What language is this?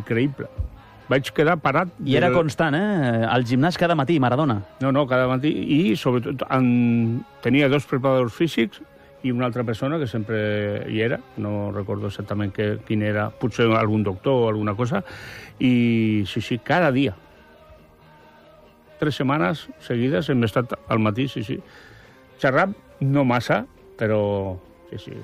Catalan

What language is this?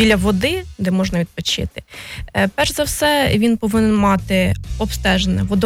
Ukrainian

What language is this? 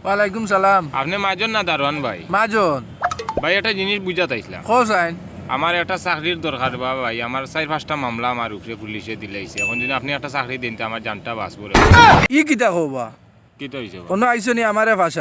Sylheti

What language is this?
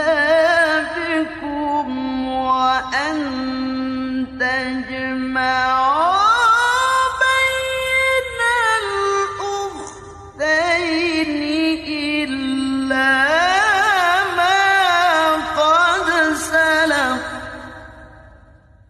Arabic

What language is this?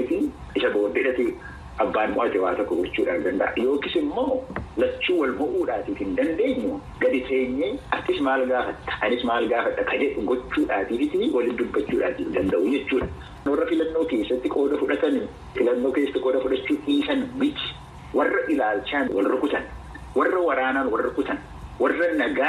Oromo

